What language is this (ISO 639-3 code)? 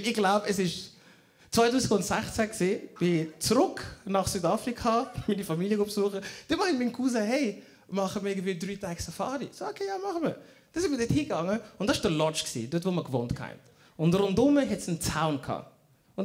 gsw